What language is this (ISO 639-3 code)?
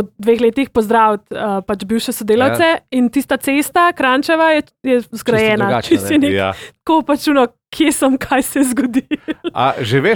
slv